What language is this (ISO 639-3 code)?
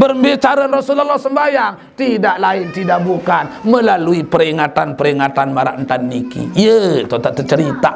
sas